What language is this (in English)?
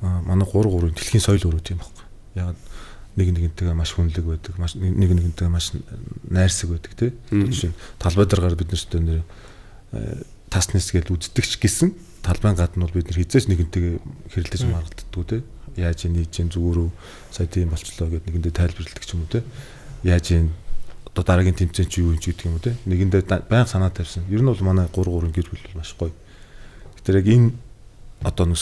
Mongolian